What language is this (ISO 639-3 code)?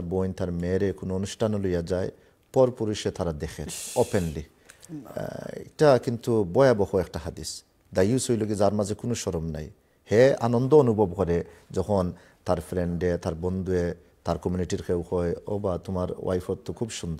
syl